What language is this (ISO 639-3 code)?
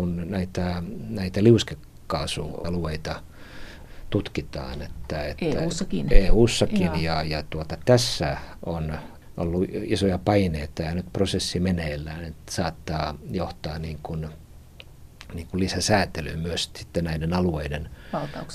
fin